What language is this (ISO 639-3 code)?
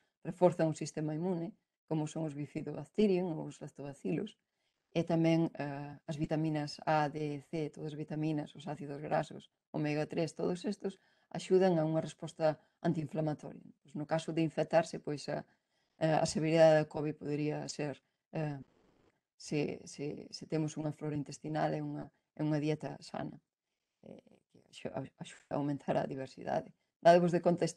glg